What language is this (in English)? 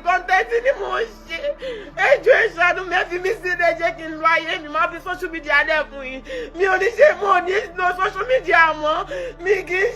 Yoruba